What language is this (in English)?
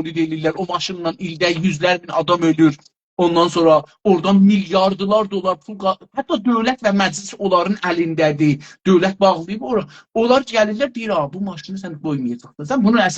South Azerbaijani